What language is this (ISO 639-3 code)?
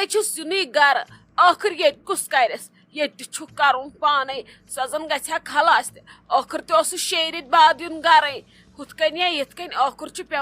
kas